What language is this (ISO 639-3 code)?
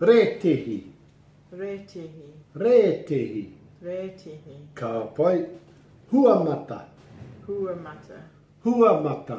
mri